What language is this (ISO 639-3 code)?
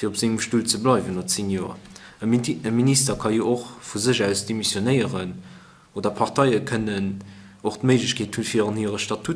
ltz